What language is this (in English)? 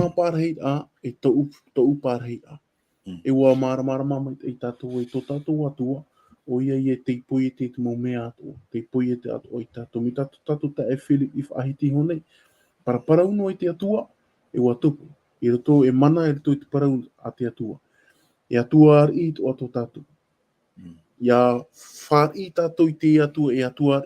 Tahitian